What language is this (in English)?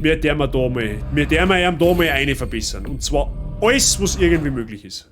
Bavarian